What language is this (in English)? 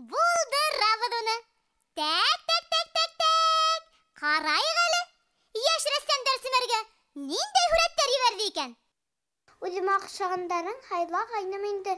Bashkir